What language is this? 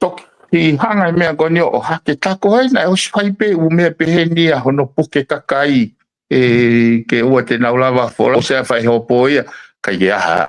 Tongan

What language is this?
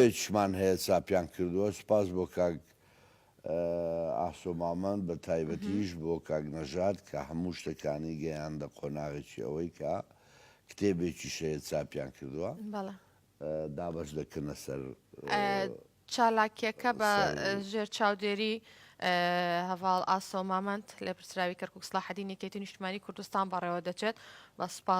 Central Kurdish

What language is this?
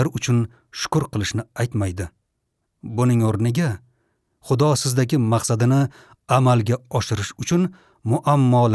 Uzbek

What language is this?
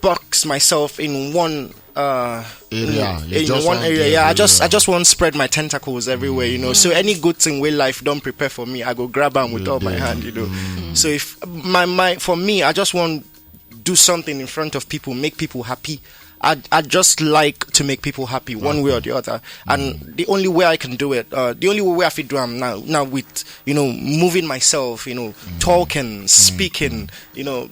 Nigerian Pidgin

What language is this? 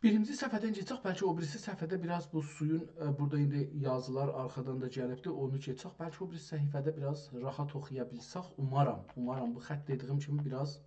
South Azerbaijani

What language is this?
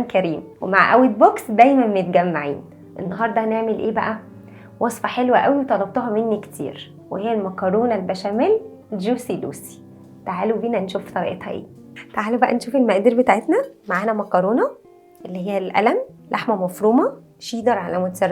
Egyptian Arabic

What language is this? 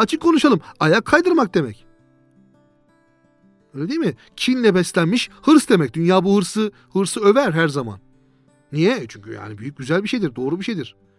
Turkish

